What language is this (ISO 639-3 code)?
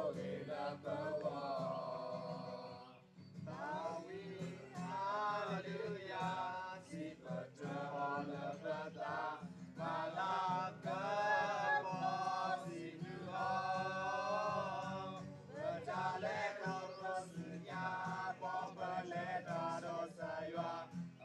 ksw